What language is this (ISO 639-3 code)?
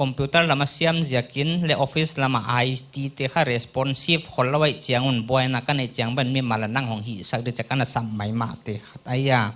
pck